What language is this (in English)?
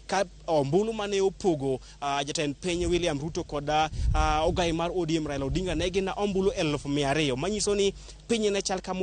Luo (Kenya and Tanzania)